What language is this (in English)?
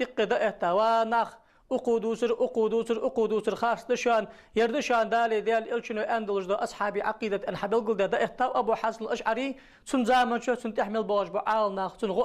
Ingush